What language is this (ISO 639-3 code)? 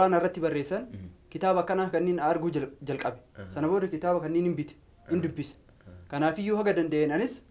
orm